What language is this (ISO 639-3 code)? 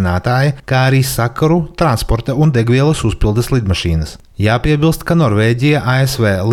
lav